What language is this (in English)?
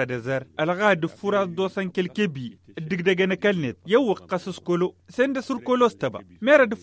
Tamasheq